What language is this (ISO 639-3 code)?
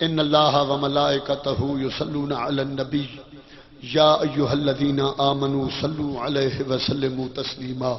skr